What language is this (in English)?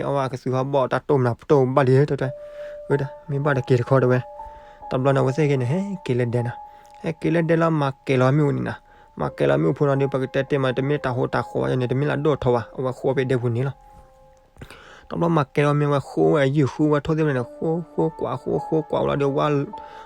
S'gaw Karen